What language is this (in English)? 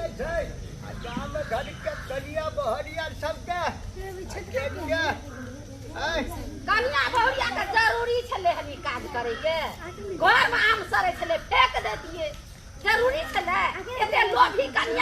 Maithili